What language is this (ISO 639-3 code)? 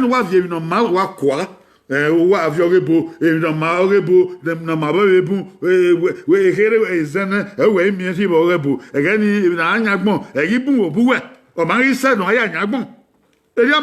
bin